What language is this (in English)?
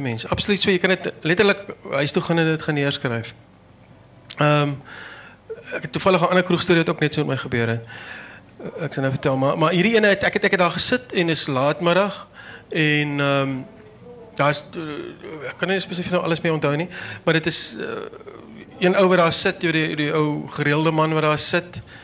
Afrikaans